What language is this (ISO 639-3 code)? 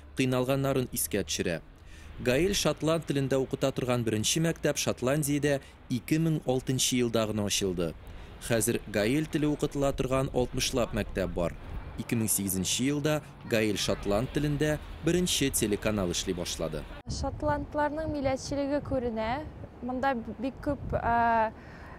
tat